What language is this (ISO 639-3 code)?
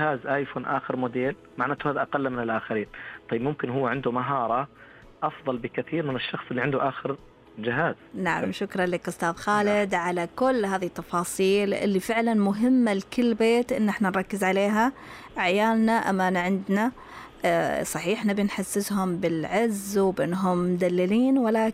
ars